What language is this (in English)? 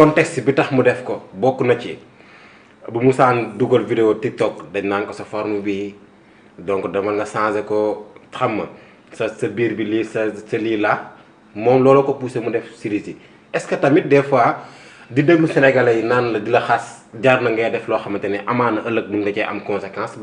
Wolof